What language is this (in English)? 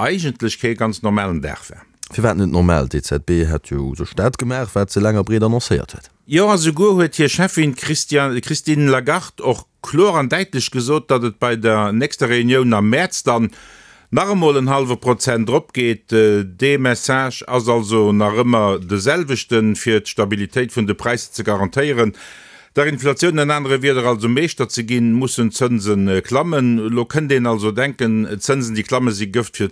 Luxembourgish